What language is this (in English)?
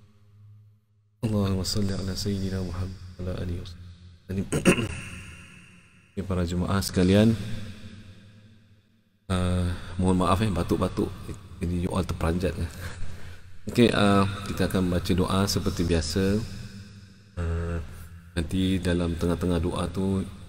Malay